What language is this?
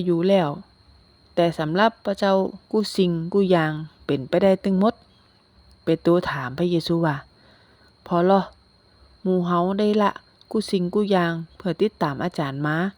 Northern Thai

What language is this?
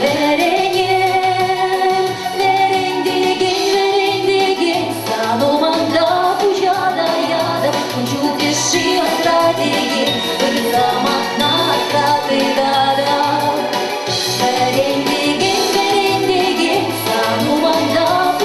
Chuvash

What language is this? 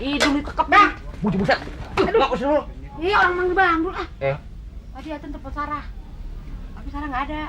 Betawi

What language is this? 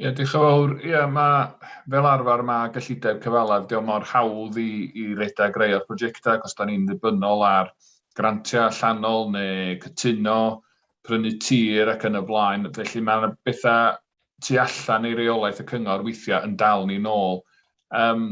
Welsh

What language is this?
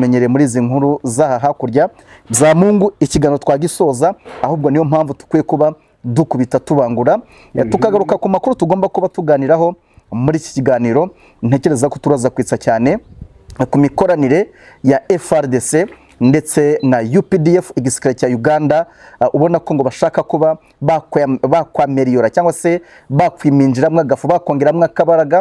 Kinyarwanda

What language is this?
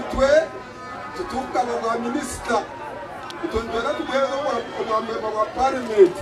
Nyankole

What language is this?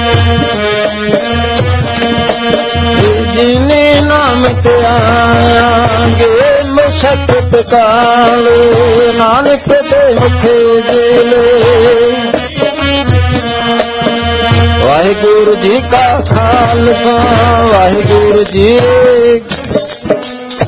Punjabi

